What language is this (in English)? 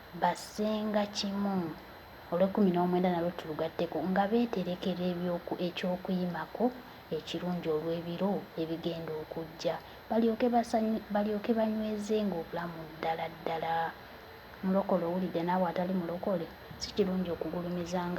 Ganda